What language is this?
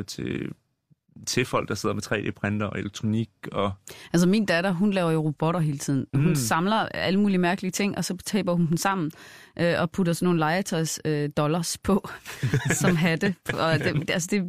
Danish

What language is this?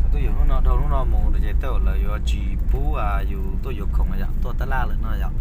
Hmong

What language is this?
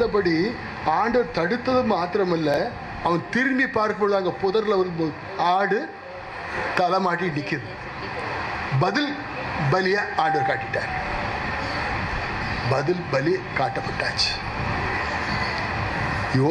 Tamil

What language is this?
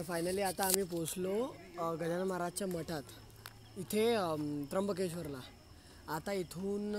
Marathi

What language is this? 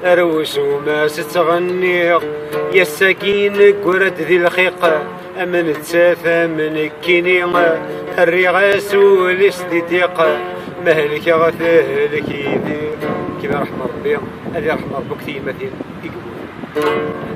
Kabyle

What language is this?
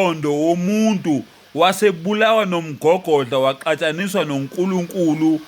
Zulu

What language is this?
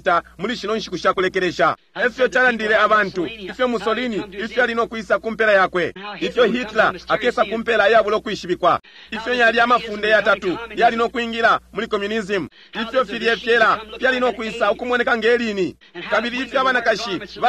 Bemba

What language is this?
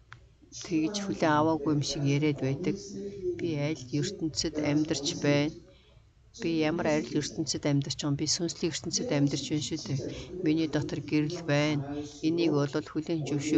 Mongolian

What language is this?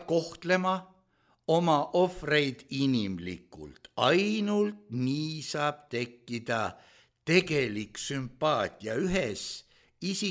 Estonian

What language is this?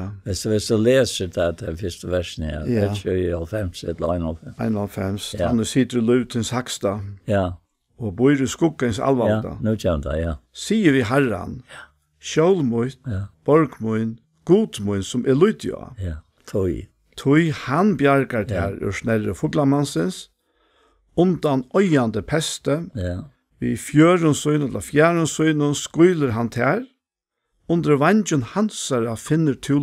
Faroese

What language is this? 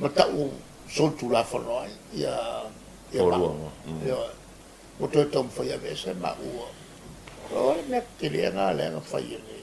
Samoan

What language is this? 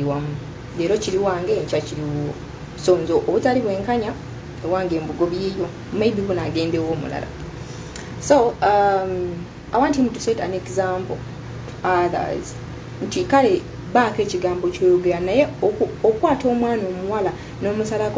Ganda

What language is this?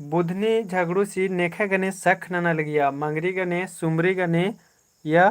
Kurukh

